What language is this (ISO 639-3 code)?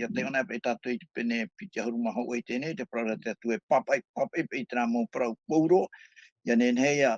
tah